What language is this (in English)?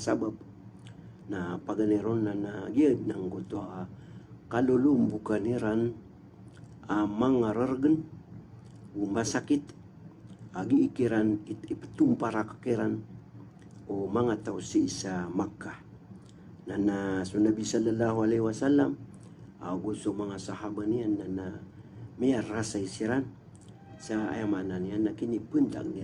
Maranao